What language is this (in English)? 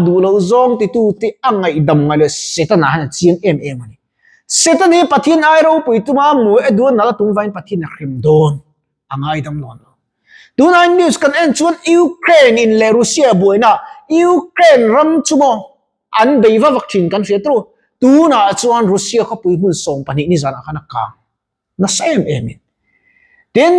Mizo